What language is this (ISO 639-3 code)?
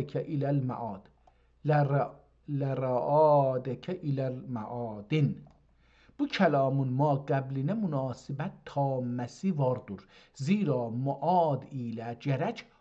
azb